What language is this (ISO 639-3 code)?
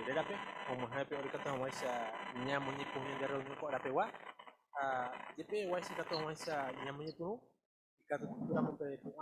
grn